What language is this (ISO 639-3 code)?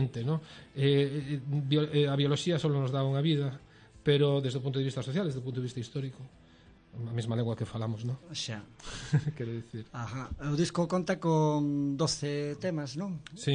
glg